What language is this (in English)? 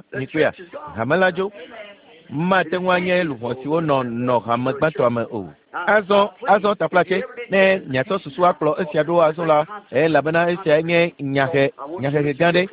Ewe